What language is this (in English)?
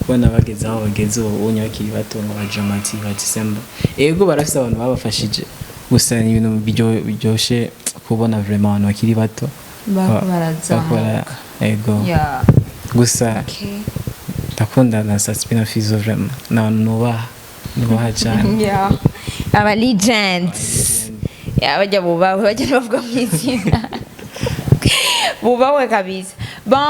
Rundi